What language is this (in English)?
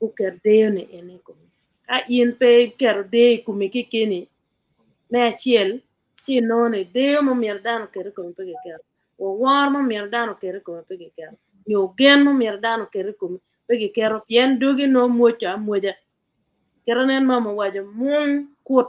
Acoli